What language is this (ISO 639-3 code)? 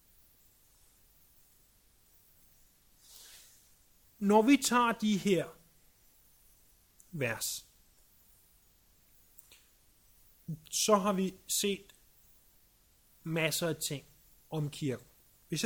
dan